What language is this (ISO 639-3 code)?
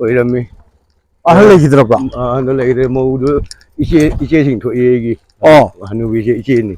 mni